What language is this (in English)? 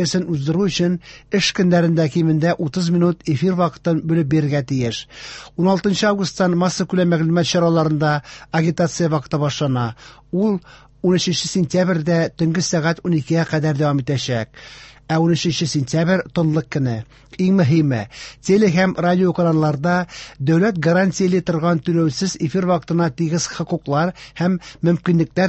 Tatar